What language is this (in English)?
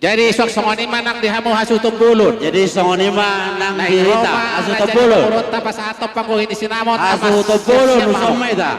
Batak Toba